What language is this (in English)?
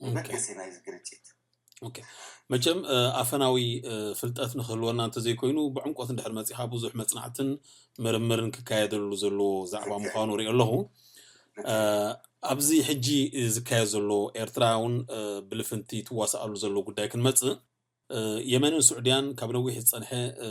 Tigrinya